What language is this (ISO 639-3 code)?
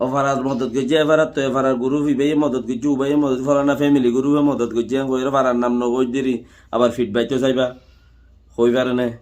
rhg